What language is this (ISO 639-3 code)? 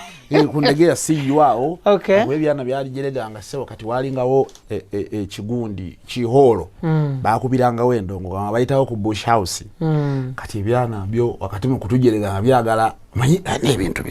lug